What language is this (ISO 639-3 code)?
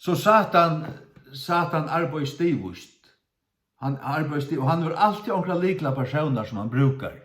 fao